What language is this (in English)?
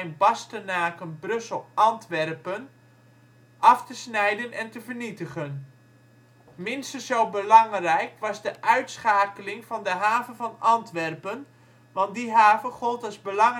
Dutch